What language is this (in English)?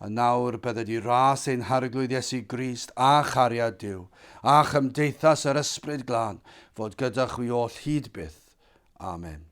Welsh